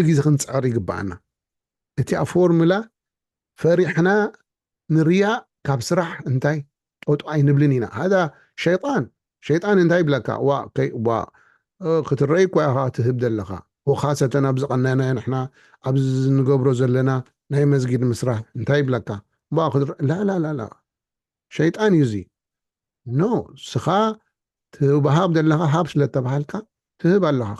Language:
Tigrinya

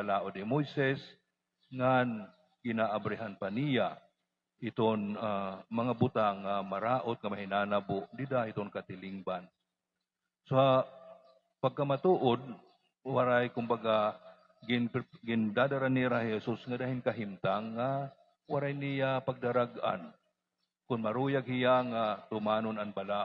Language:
Waray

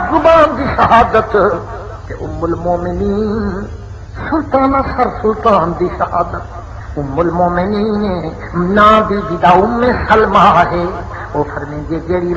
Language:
Saraiki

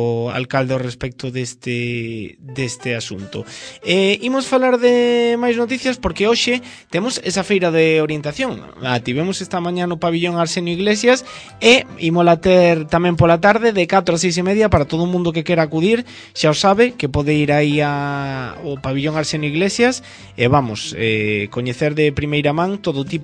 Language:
Galician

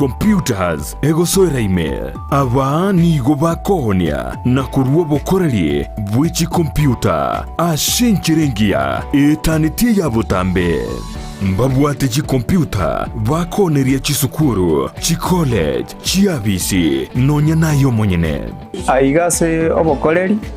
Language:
Gusii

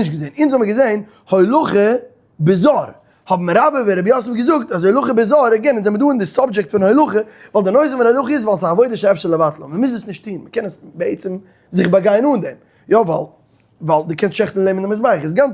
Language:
Yiddish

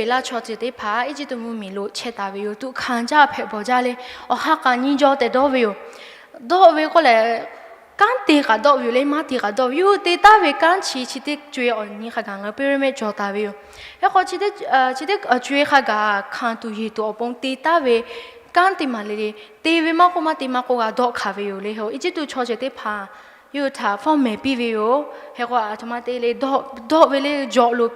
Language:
Lahu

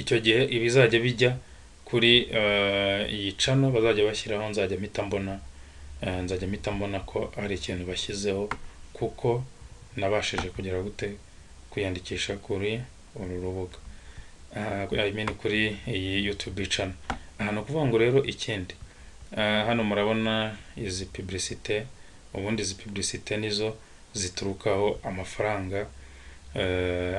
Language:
Kinyarwanda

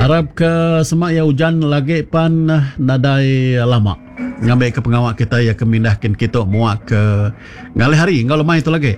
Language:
Iban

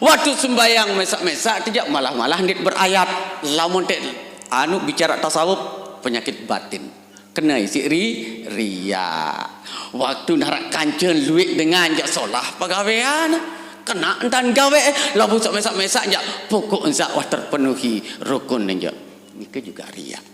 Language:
Sasak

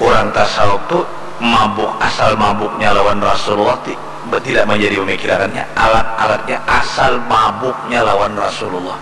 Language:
Banjar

